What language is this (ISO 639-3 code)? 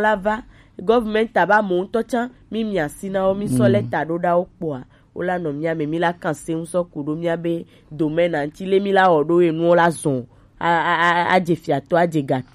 gej